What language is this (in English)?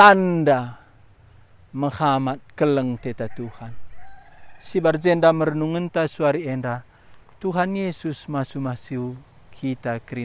Batak Karo